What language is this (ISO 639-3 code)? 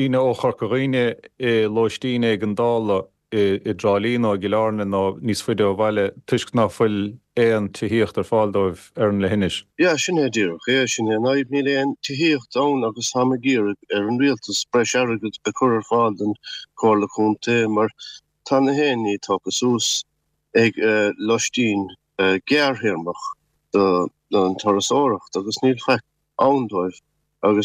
gle